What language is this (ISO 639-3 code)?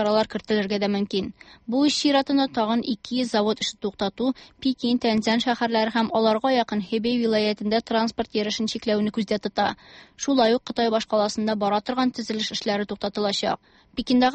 tat